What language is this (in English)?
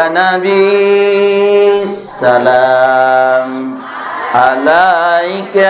Buginese